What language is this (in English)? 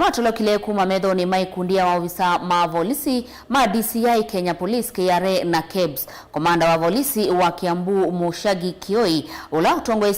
Kamba